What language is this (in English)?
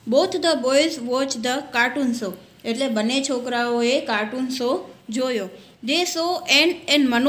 Gujarati